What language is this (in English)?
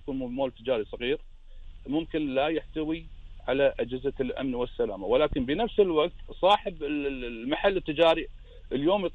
Gulf Arabic